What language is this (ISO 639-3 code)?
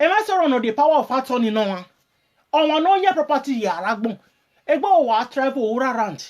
pcm